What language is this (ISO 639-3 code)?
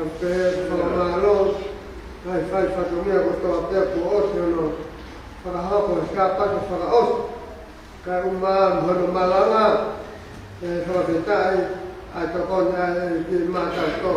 ton